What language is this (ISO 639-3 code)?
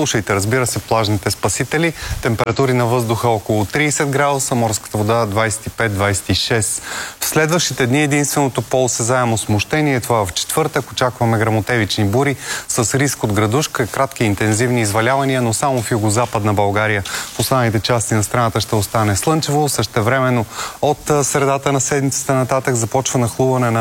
bul